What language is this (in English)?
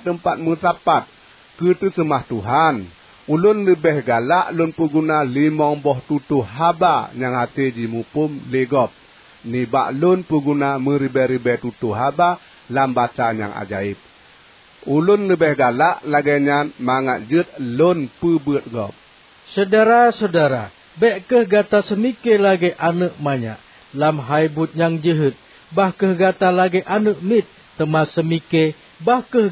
Achinese